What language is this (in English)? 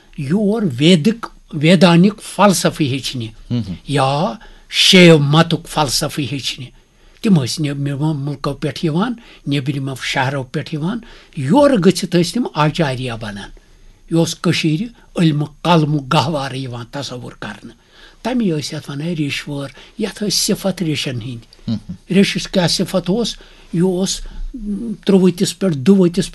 Kashmiri